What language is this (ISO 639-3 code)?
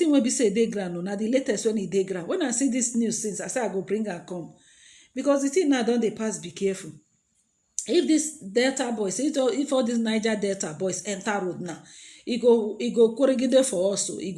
pcm